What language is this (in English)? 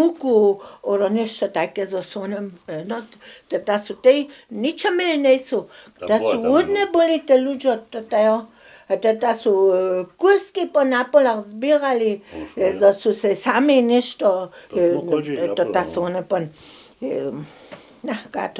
Upper Sorbian